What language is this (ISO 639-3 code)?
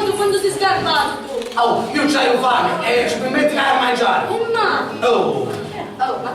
scn